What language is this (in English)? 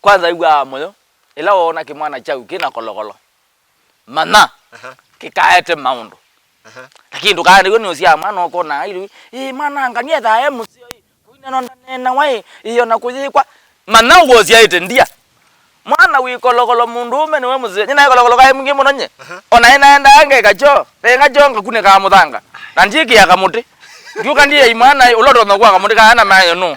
Kamba